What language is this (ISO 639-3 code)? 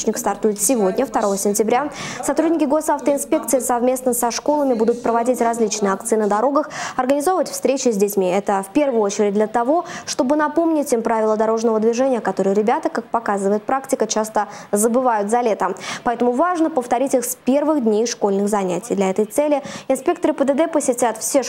rus